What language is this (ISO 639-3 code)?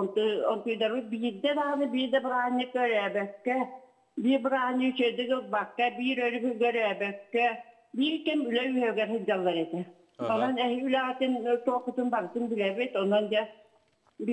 sah